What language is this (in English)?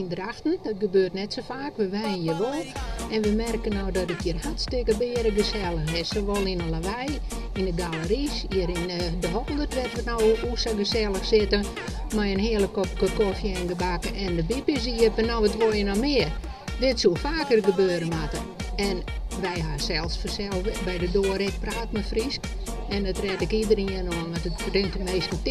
Western Frisian